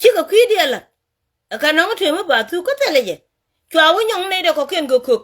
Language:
Nuer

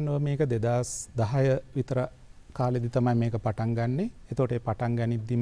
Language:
Sinhala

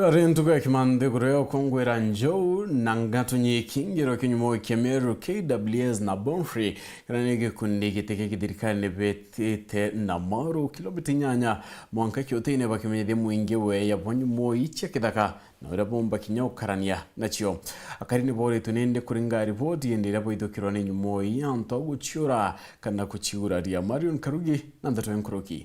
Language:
Meru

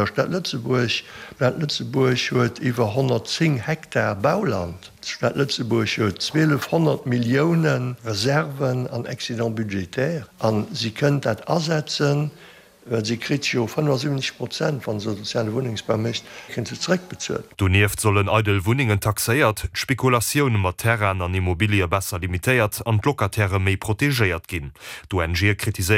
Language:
Luxembourgish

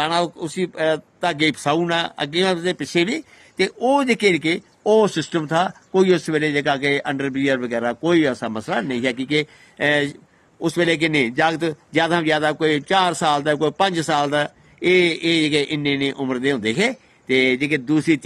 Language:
Dogri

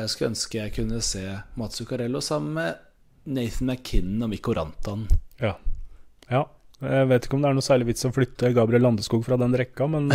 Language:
Norwegian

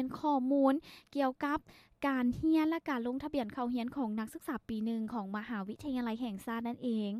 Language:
Lao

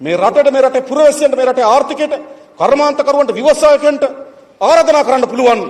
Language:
Sinhala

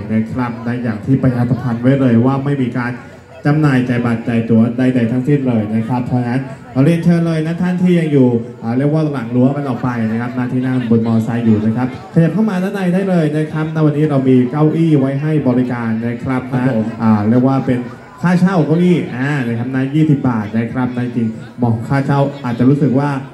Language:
Thai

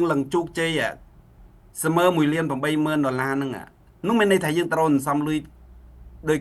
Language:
Khmer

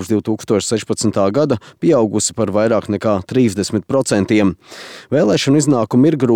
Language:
Latvian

